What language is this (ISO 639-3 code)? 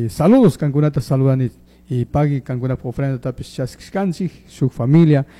qug